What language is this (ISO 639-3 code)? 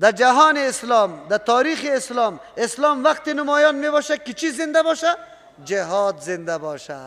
fas